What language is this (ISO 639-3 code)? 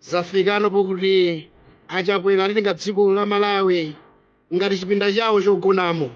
nya